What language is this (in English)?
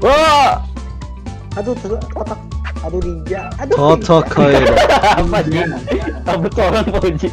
Banjar